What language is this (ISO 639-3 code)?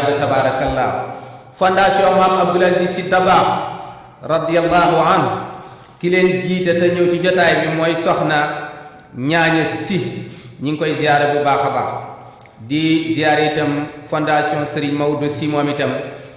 wol